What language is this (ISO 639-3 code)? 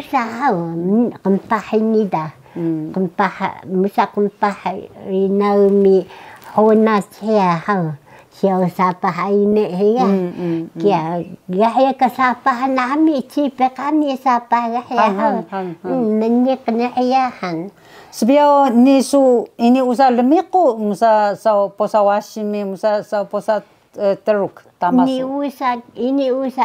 trv